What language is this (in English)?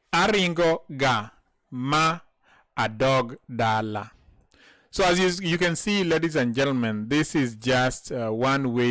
Luo (Kenya and Tanzania)